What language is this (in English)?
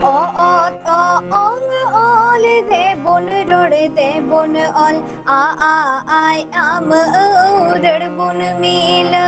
Santali